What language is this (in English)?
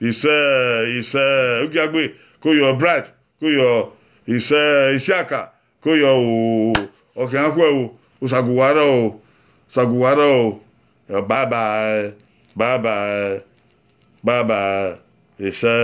Bini